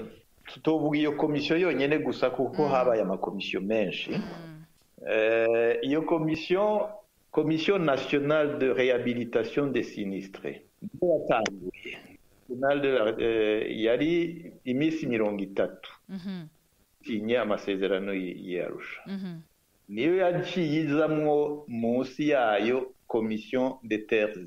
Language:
Rundi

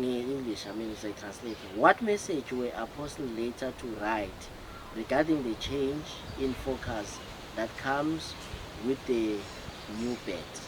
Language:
Zulu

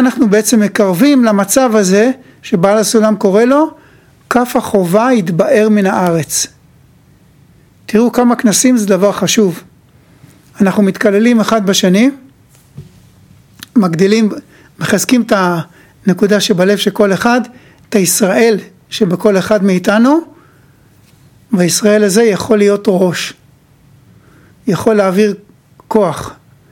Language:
Hebrew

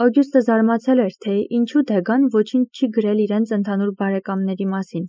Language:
Armenian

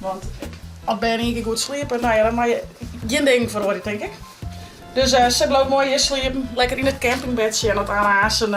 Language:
Western Frisian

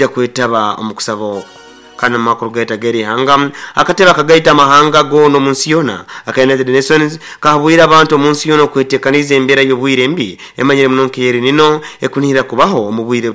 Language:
Nyoro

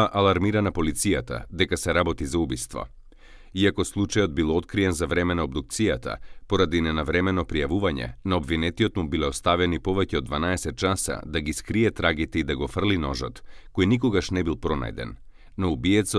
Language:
Macedonian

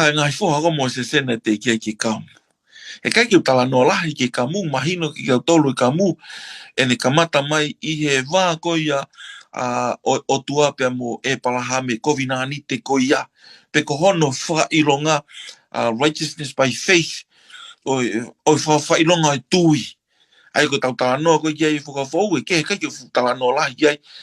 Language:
Tongan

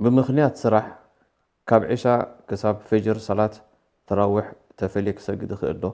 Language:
Tigrinya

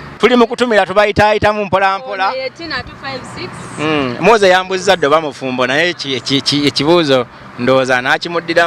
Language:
Ganda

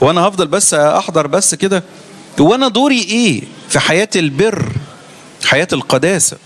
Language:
Egyptian Arabic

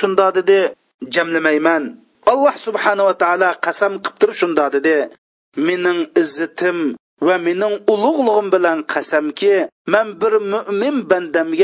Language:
Uyghur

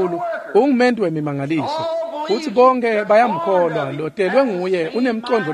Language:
Swati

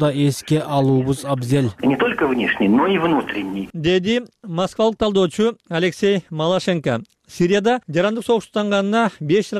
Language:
Kyrgyz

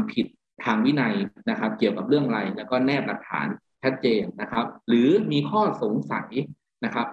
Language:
Thai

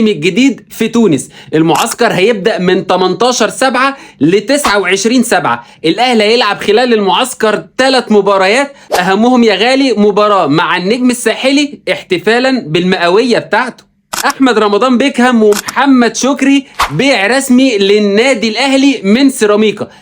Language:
Egyptian Arabic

